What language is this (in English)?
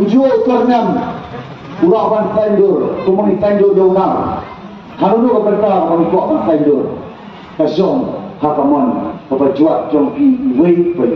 Khasi